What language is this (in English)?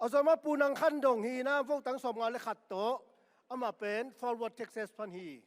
Tedim Chin